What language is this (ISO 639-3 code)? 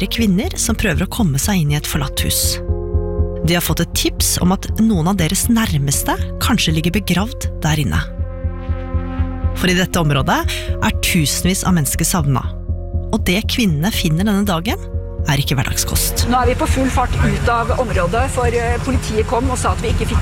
nor